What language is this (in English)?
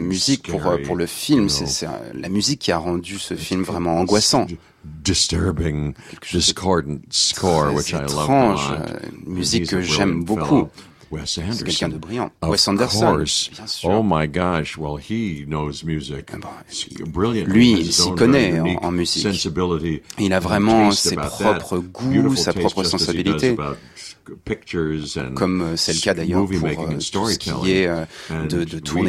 French